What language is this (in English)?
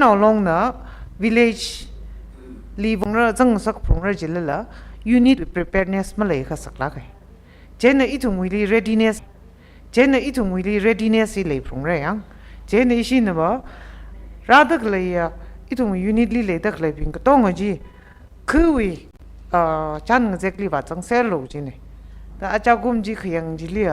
Tangkhul Naga (India)